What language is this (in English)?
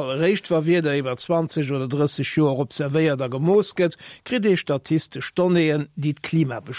Luxembourgish